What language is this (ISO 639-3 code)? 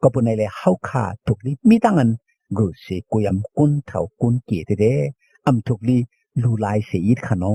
shn